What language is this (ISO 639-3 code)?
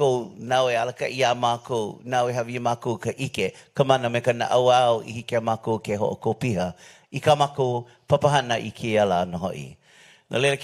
haw